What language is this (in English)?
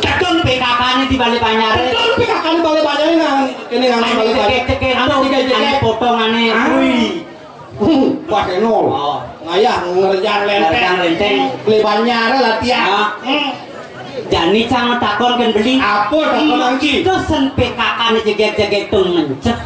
Balinese